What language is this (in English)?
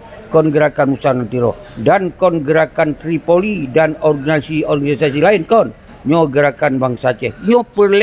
Achinese